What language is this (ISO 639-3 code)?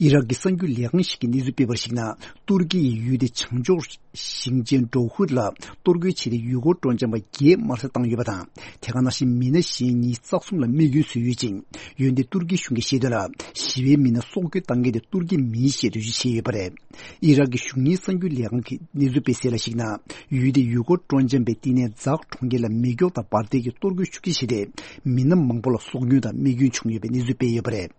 bod